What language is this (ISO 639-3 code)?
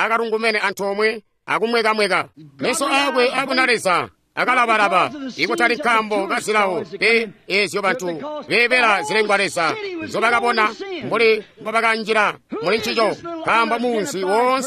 toi